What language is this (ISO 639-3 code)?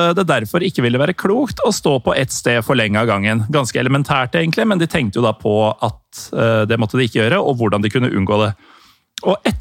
nor